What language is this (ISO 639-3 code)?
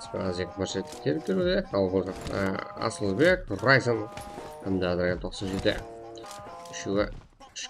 kaa